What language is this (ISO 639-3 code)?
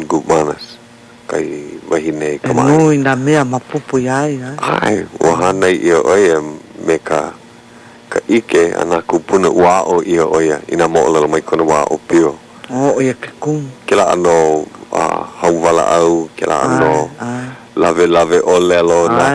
haw